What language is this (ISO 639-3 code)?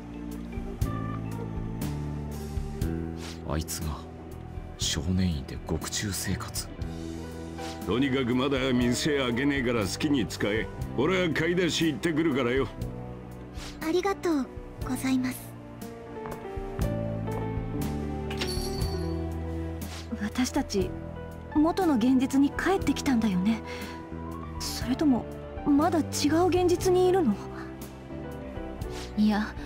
jpn